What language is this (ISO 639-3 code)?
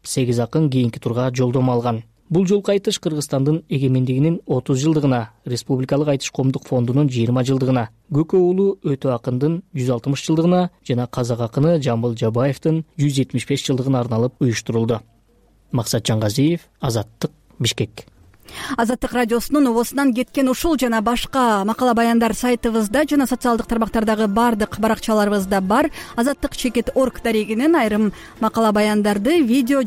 kir